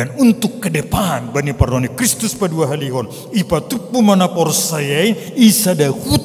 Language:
Batak Simalungun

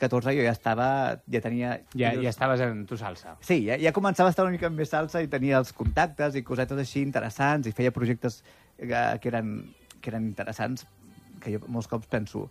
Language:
Catalan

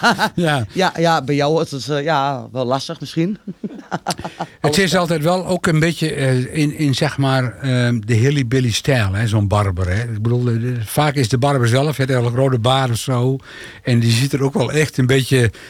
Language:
Dutch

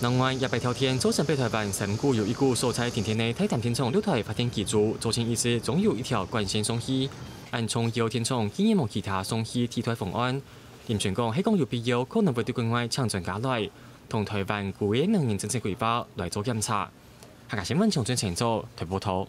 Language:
Hakka Chinese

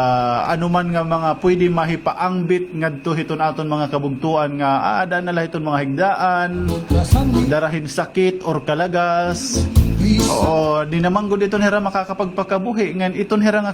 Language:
Waray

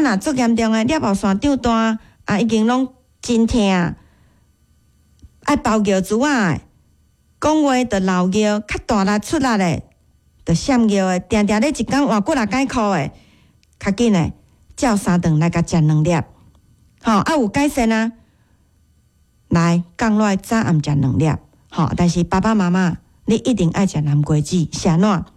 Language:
Min Nan Chinese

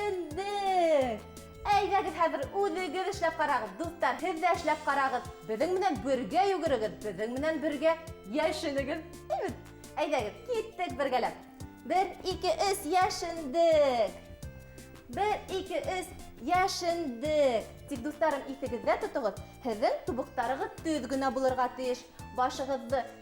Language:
Bashkir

